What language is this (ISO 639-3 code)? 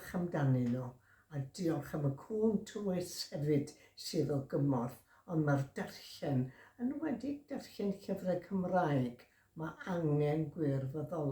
cym